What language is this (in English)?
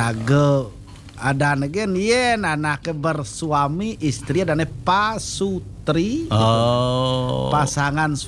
Balinese